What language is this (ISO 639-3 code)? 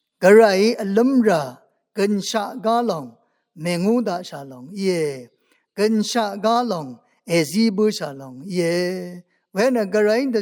raw